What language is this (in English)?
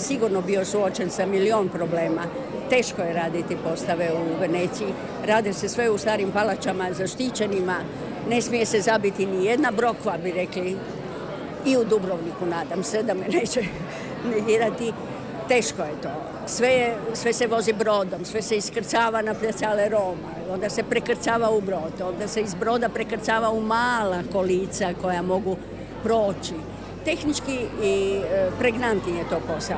Croatian